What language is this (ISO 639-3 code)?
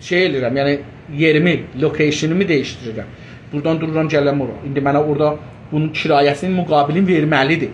azb